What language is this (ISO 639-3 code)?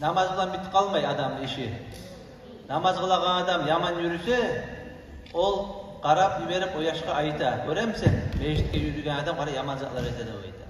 kum